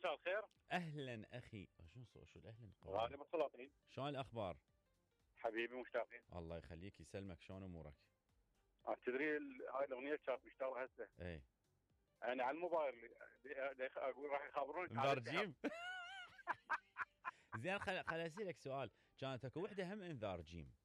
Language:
Mesopotamian Arabic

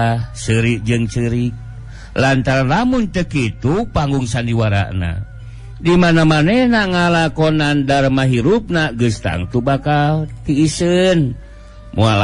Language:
Sundanese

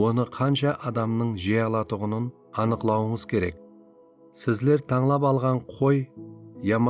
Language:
Kara-Kalpak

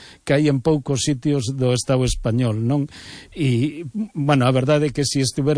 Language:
Galician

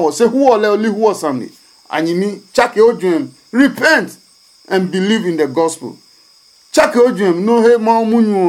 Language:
Adangme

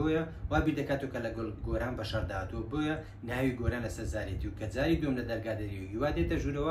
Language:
Central Kurdish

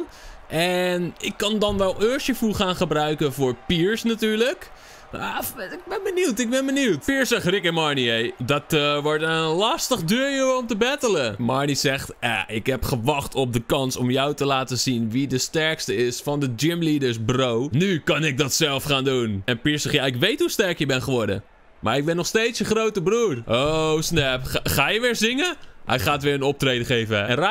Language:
Dutch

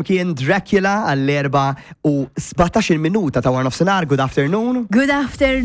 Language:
Maltese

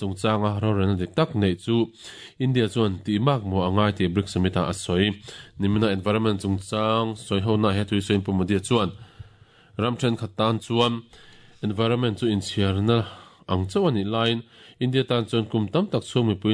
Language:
Mizo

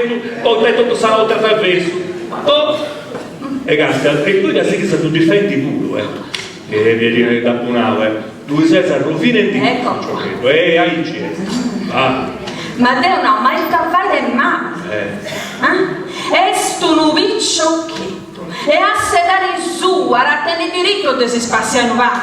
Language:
Sardinian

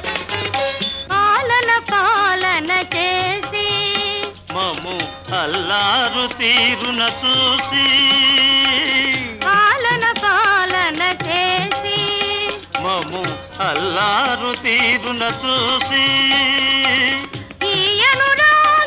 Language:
Telugu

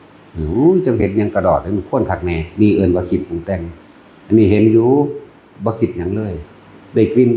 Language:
Lao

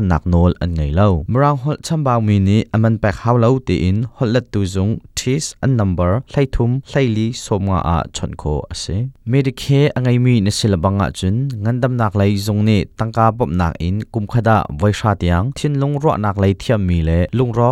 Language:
Hakha Chin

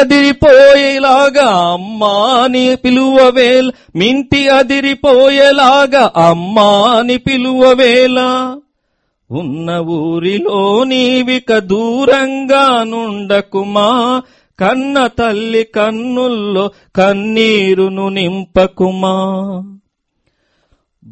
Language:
Telugu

